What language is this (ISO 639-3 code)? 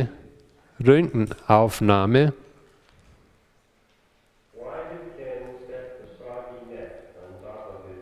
deu